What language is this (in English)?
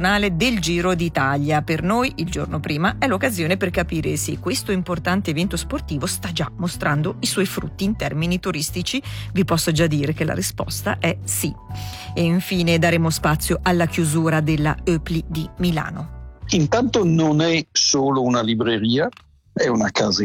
Italian